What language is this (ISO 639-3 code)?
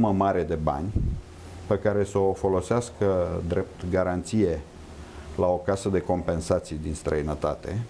ron